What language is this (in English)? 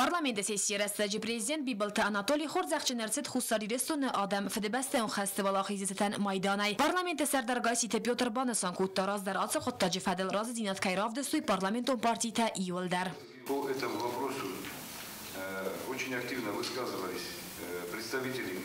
Ossetic